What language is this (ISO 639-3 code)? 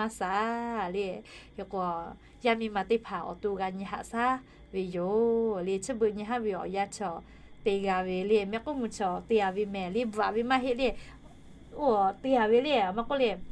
lhu